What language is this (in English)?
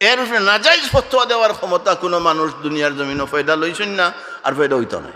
Sylheti